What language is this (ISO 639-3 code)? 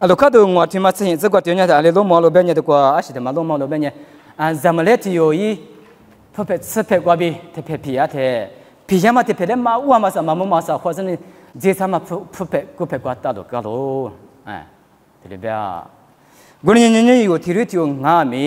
lis